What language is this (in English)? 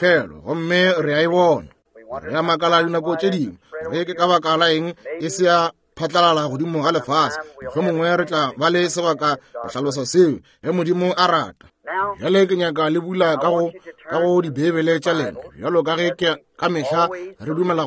Northern Sotho